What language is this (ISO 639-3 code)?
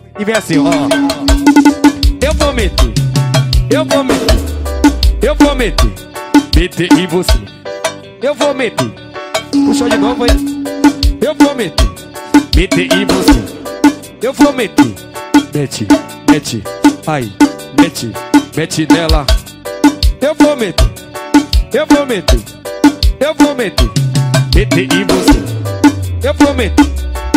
por